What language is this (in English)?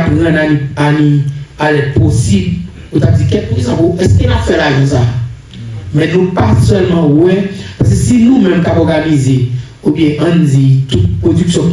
Haitian Creole